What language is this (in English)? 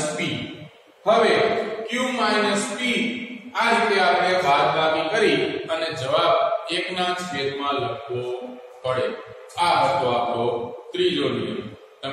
Gujarati